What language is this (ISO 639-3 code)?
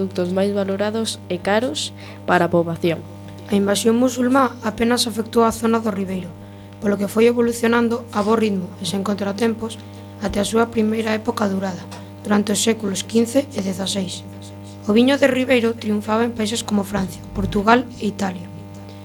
glg